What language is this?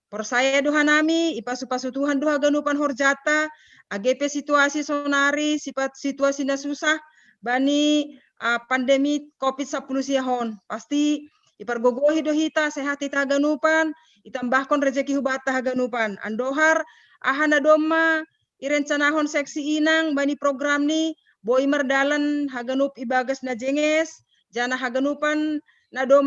Batak Simalungun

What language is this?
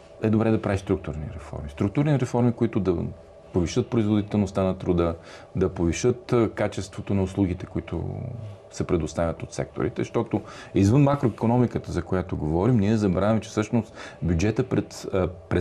Bulgarian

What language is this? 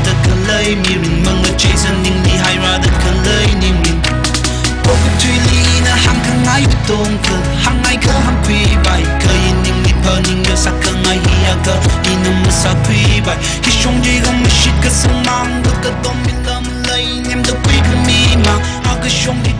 Tangkhul Naga (India)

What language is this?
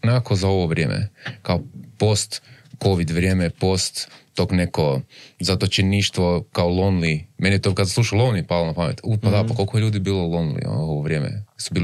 Croatian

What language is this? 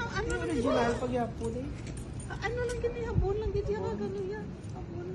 Hiligaynon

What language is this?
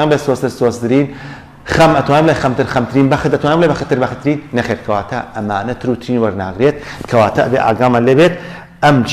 Central Kurdish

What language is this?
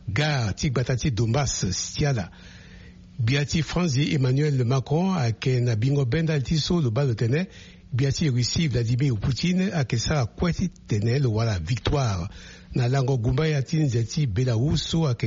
Sango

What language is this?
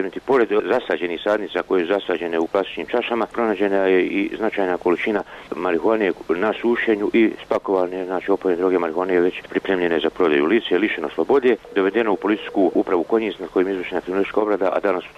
Bosnian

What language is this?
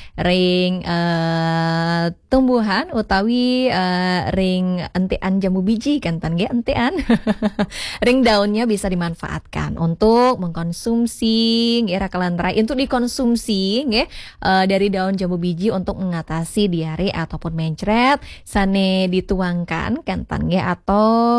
Balinese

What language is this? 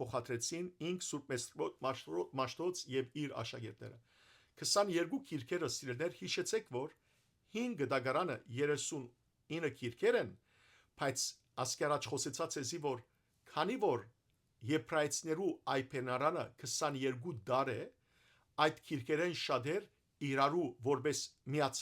Western Armenian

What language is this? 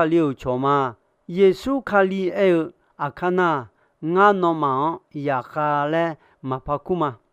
Akha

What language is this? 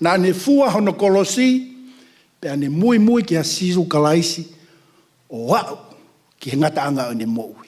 Tongan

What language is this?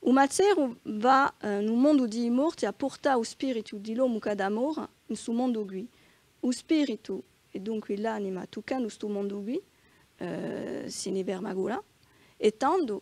Corsican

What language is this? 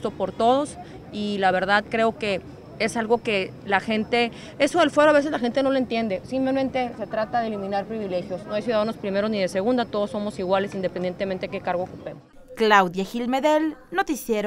Spanish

